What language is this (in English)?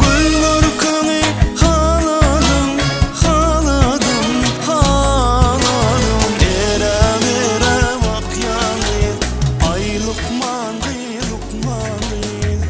Turkmen